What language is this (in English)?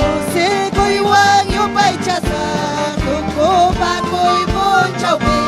Ayacucho Quechua